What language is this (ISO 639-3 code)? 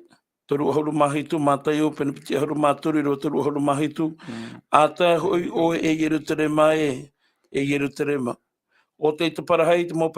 tah